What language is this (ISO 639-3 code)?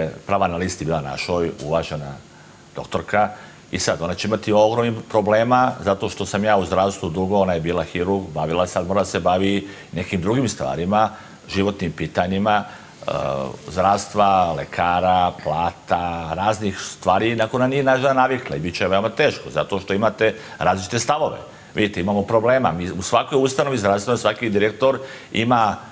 srp